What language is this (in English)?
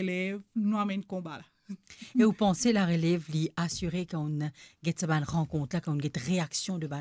Morisyen